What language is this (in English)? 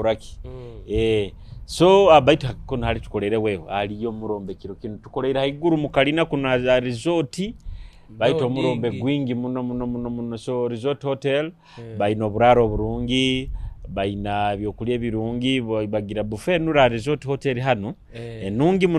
Nyoro